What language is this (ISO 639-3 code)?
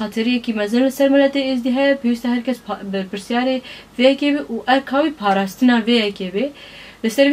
kur